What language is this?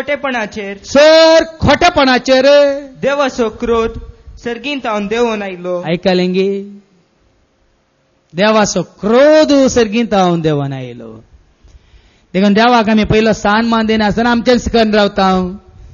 Konkani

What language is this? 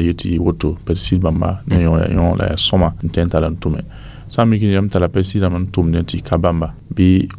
Mossi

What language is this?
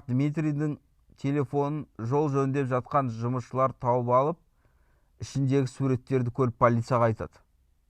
Kazakh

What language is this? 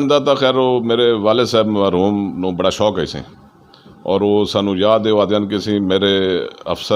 Saraiki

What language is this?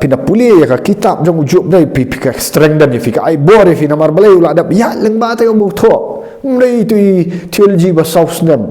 Khasi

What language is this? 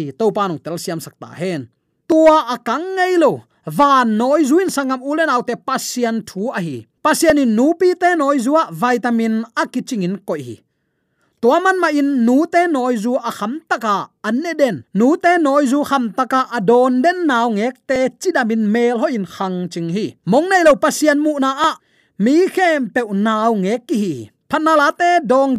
Tedim Chin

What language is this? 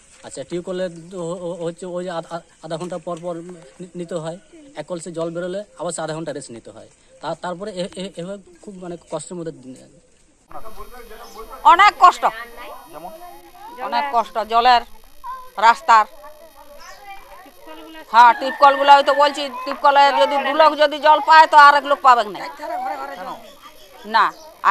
Bangla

